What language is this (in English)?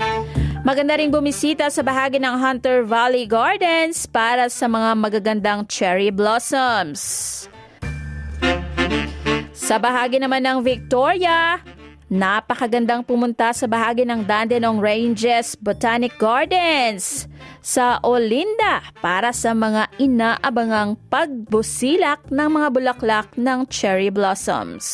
Filipino